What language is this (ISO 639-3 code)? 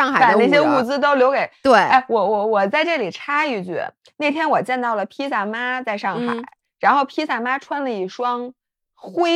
zho